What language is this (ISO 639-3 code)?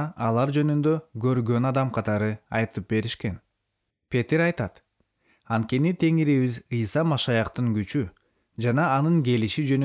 kir